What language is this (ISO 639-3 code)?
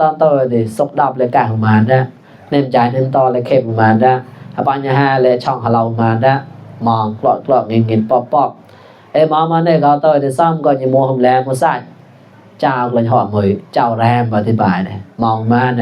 mnw